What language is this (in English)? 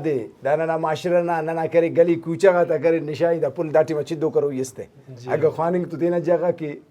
Brahui